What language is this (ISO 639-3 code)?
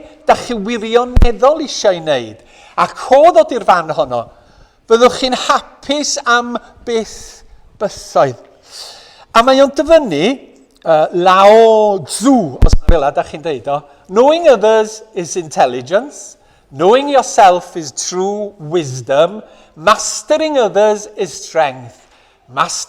cym